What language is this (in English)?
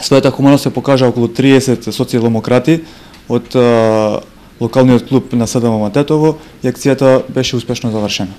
Macedonian